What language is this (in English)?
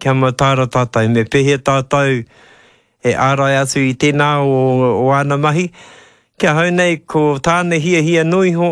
Māori